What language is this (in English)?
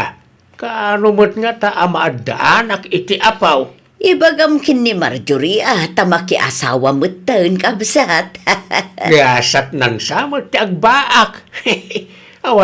Iloko